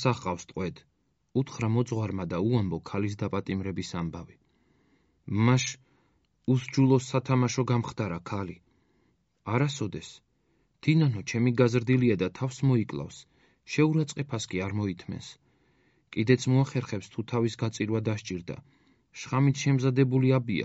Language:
Georgian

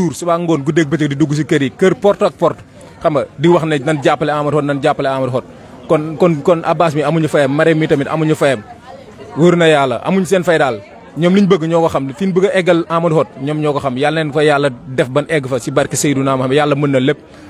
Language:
Wolof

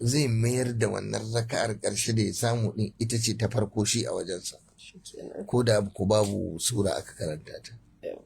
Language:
Hausa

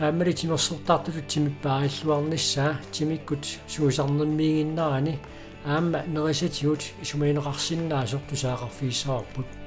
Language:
Kalaallisut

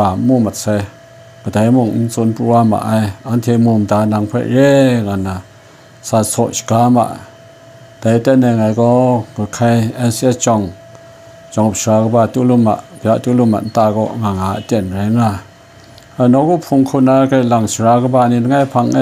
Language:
Kachin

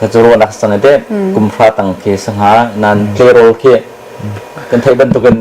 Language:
Hakha Chin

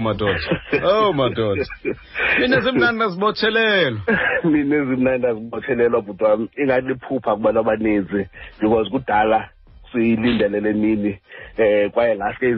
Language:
Xhosa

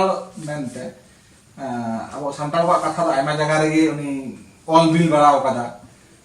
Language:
Santali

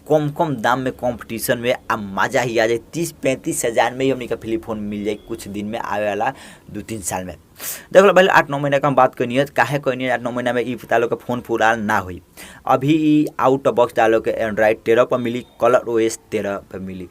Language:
Bhojpuri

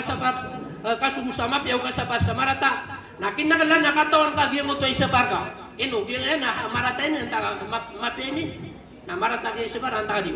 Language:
Maranao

